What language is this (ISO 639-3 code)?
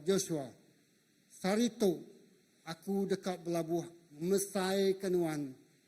iba